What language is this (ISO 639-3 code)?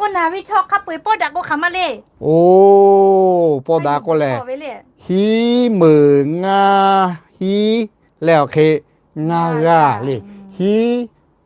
lhu